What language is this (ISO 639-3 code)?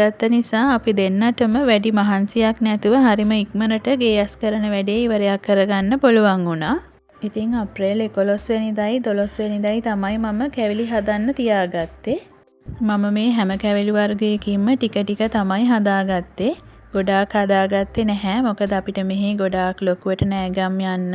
sin